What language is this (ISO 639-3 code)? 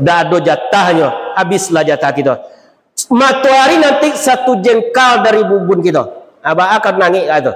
min